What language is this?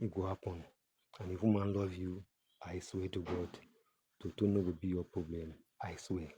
Nigerian Pidgin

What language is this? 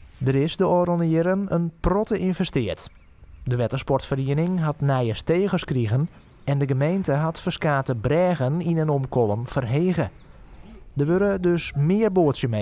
Western Frisian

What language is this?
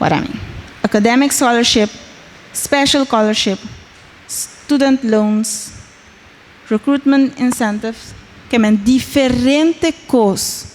Papiamento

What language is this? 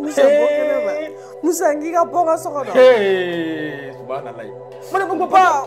Bambara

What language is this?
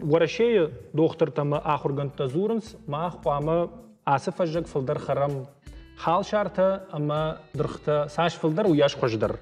Ossetic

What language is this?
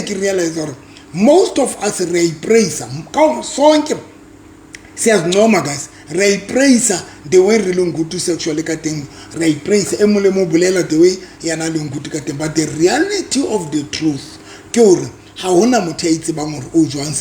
Southern Sotho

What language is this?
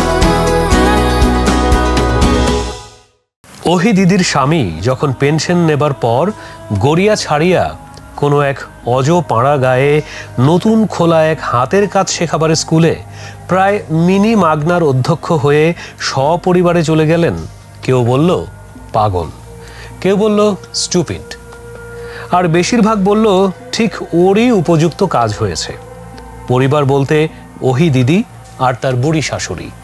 Bangla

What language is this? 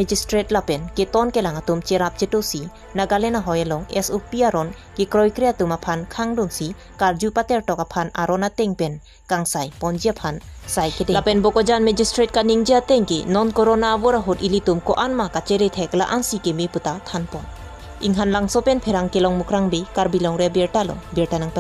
Karbi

